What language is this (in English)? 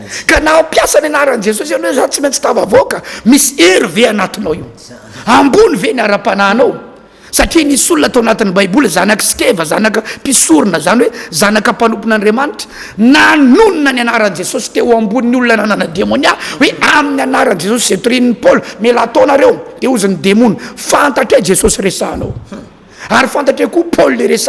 Malagasy